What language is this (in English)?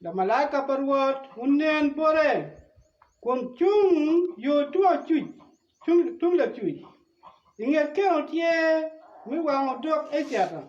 Acoli